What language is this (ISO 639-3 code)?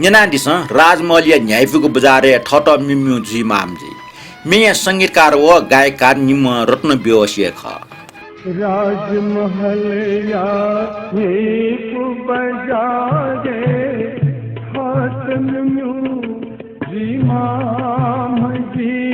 new